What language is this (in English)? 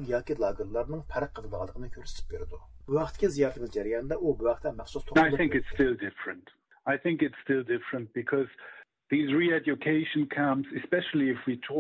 Uyghur